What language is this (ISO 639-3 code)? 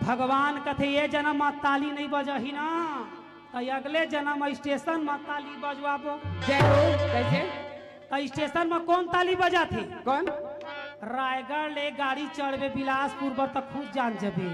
hne